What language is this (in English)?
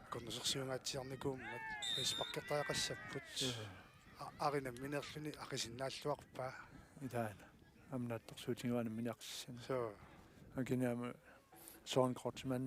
Kalaallisut